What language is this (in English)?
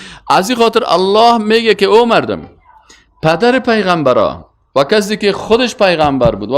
Persian